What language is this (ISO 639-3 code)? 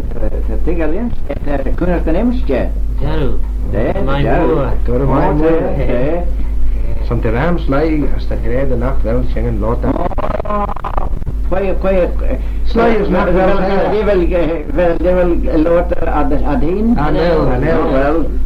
glv